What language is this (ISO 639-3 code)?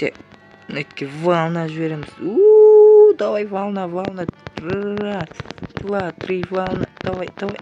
kaz